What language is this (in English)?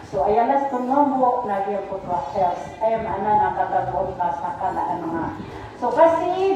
Maranao